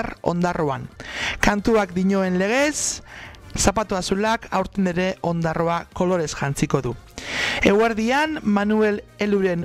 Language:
Basque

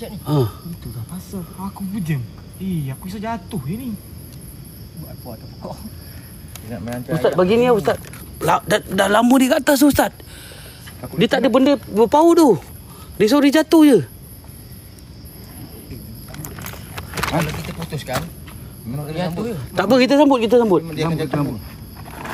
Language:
Malay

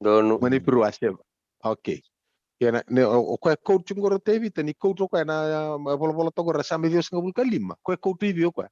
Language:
Fijian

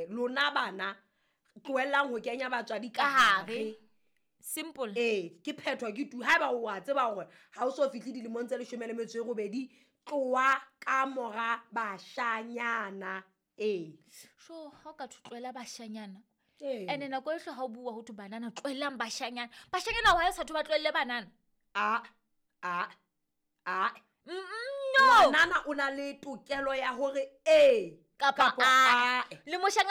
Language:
Southern Sotho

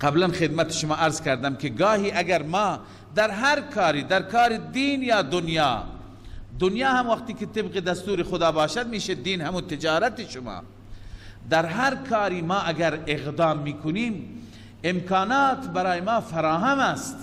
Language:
Persian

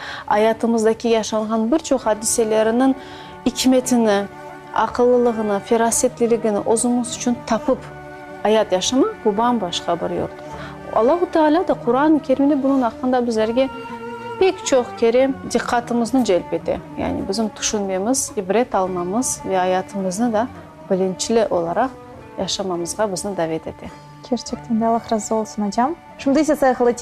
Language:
Crimean Tatar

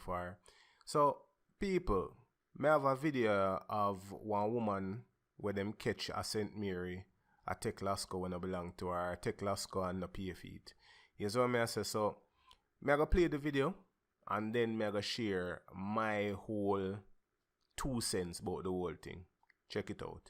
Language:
Jamaican Creole English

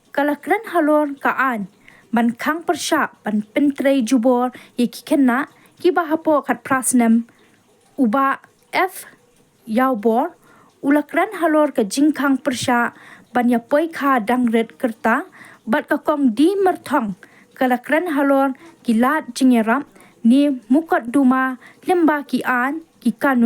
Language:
Khasi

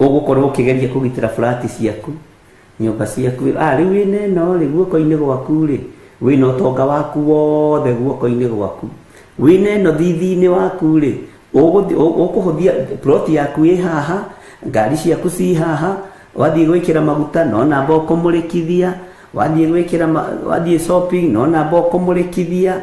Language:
Kikuyu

